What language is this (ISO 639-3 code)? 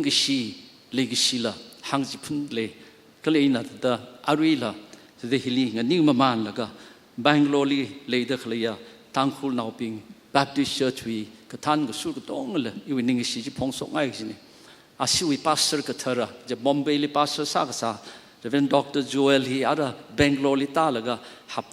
nmf